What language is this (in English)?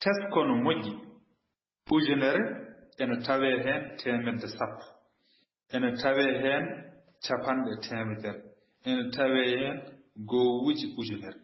Fula